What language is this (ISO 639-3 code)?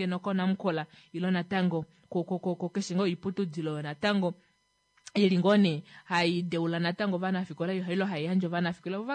kua